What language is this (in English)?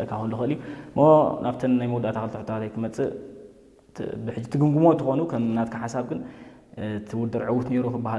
Tigrinya